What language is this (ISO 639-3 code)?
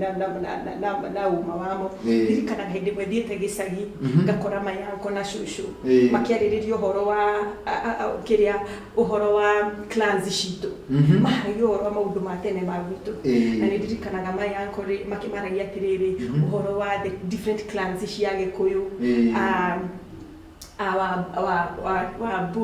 kik